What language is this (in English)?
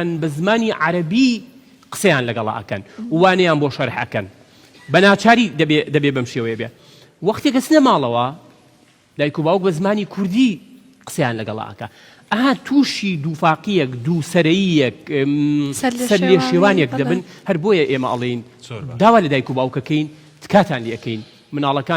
Central Kurdish